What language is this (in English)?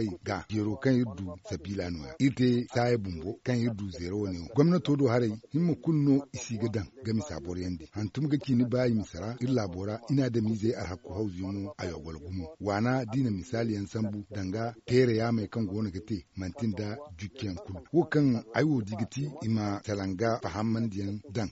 Zarma